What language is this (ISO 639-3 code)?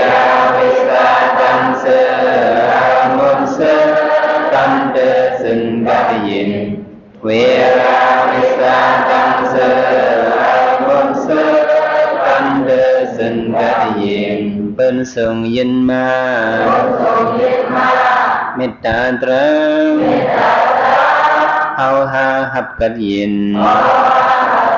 shn